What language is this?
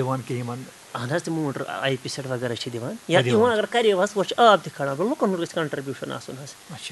Kashmiri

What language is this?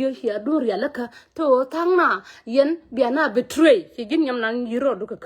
Nuer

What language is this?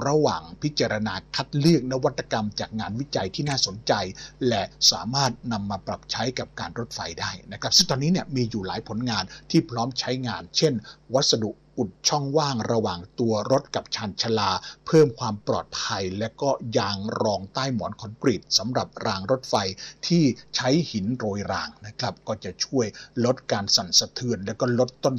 Thai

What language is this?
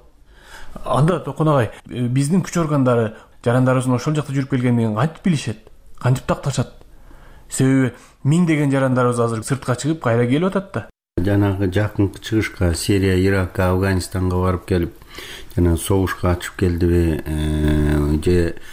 Kyrgyz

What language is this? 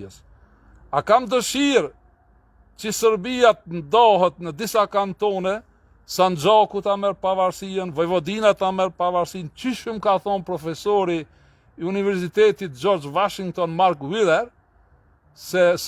Albanian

